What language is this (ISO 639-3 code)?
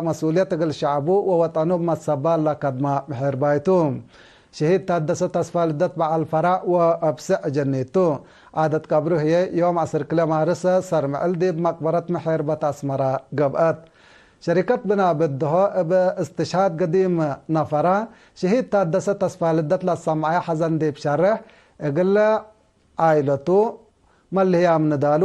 tig